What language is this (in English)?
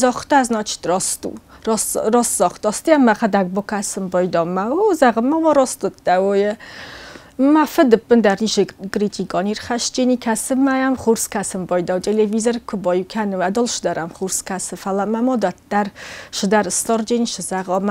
Ossetic